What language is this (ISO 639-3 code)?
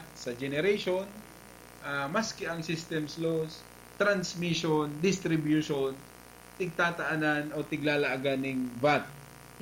bik